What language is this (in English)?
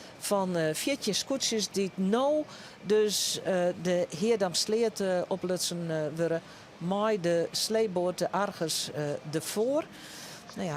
Western Frisian